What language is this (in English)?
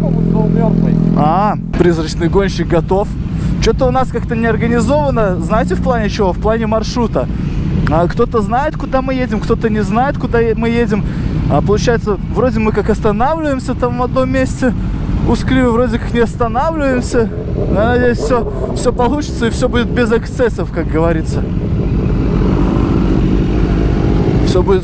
Russian